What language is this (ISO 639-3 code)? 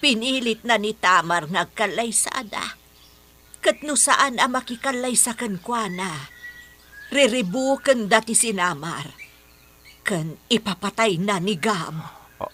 ilo